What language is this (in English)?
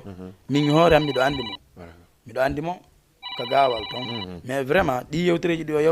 Fula